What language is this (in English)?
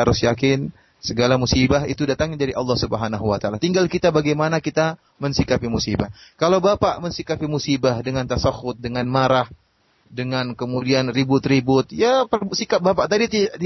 Indonesian